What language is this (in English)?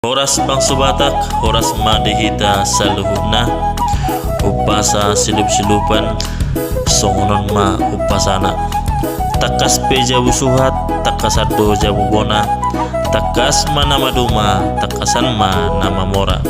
Batak Toba